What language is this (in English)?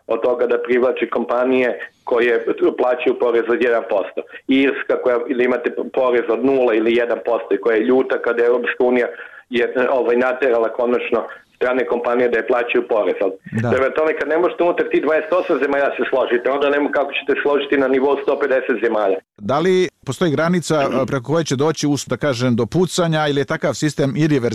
Serbian